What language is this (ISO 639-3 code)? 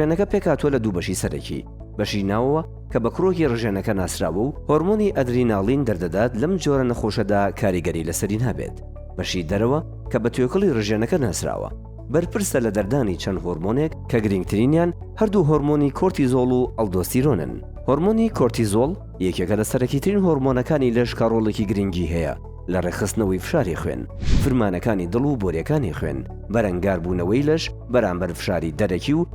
ckb